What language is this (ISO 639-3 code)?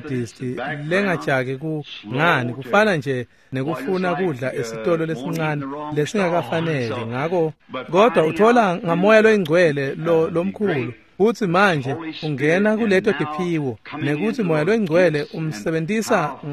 ssw